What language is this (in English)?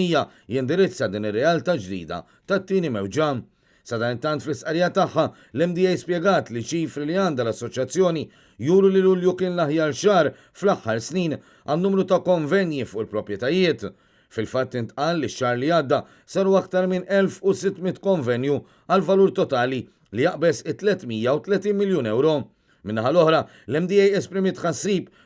Maltese